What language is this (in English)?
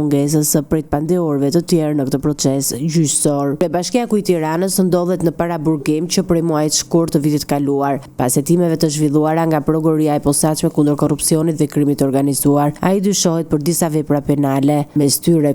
Albanian